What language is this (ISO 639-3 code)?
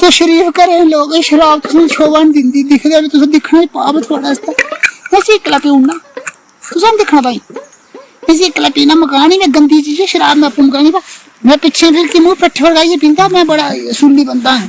doi